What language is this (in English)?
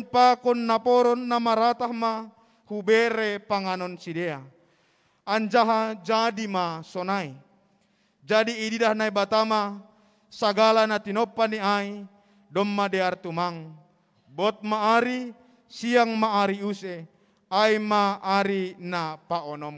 Batak Simalungun